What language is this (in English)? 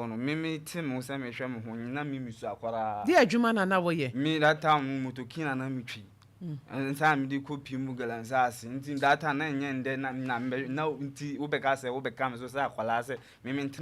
Akan